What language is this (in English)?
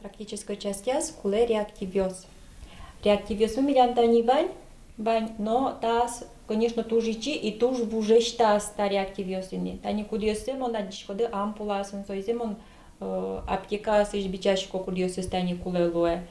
Udmurt